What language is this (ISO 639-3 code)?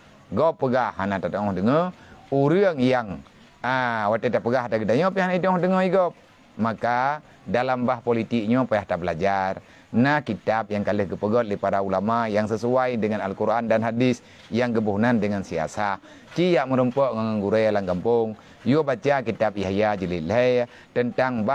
ace